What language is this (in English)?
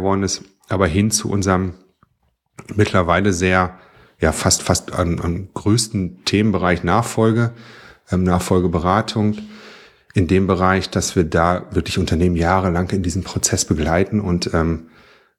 German